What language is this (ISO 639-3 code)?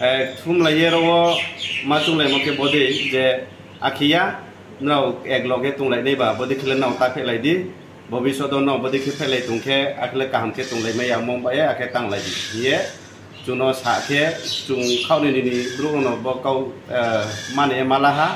ria